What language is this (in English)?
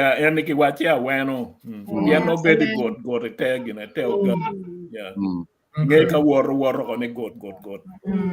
Acoli